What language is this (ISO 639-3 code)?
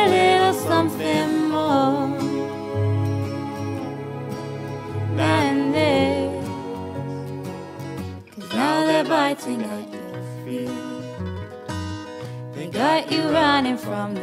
eng